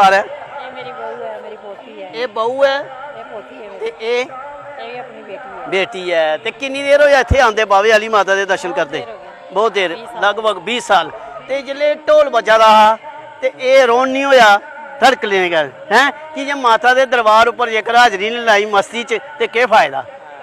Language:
Dogri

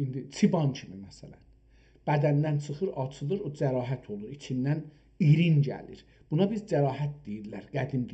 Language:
South Azerbaijani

